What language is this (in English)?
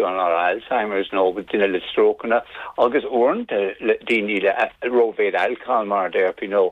Irish